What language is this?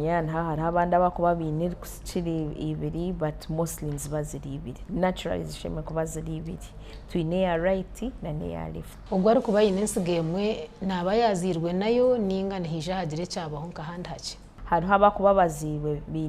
Nyankole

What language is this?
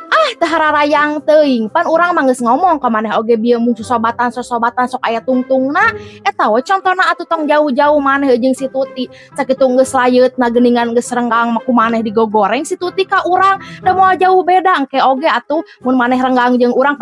Sundanese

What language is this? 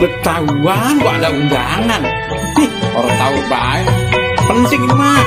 Betawi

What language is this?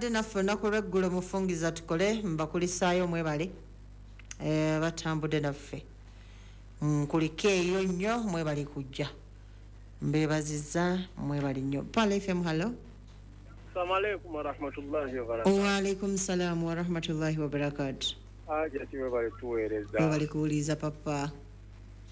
Ganda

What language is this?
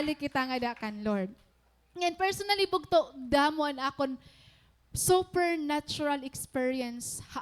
Waray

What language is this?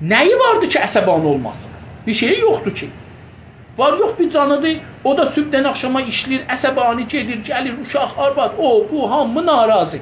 South Azerbaijani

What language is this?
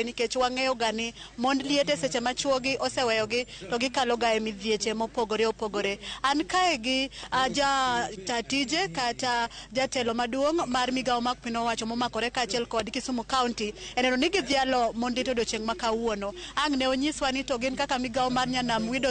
Luo (Kenya and Tanzania)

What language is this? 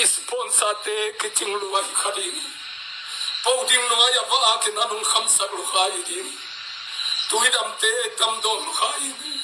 Tedim Chin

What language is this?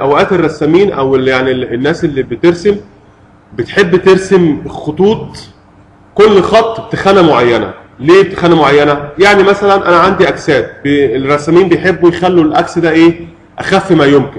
Egyptian Arabic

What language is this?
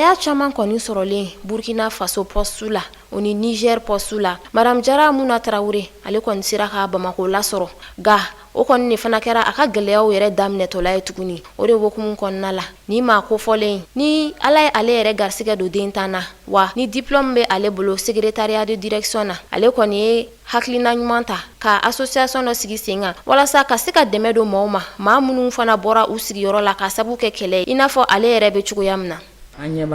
Bambara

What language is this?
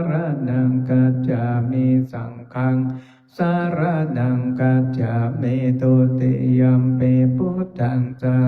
Pali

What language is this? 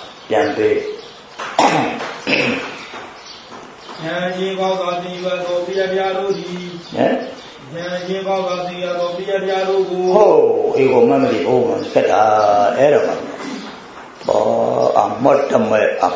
Burmese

